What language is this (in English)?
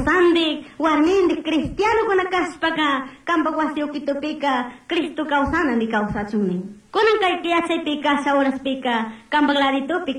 Chimborazo Highland Quichua